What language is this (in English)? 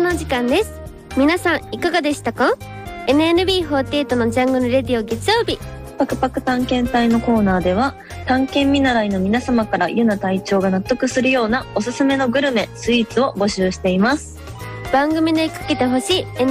Japanese